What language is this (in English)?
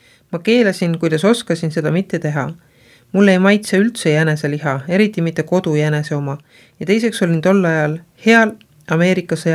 Estonian